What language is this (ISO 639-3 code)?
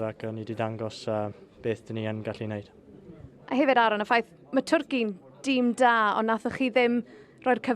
cym